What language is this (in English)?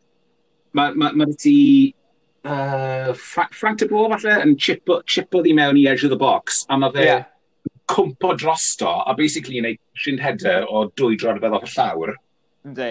Welsh